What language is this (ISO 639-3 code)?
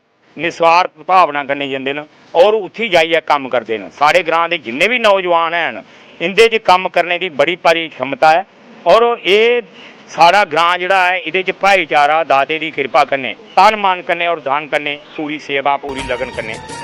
doi